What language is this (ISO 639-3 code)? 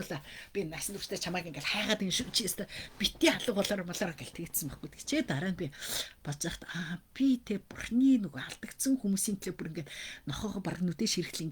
mon